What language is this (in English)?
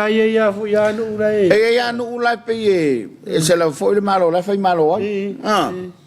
Samoan